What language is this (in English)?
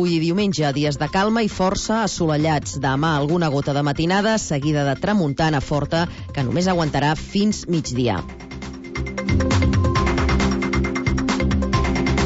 Catalan